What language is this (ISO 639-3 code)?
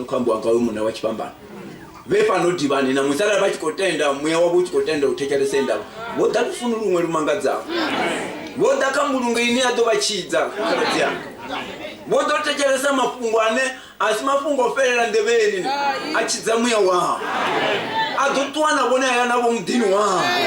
ven